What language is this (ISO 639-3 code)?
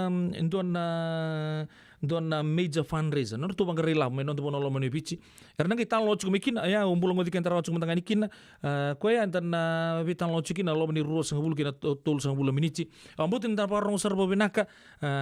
fij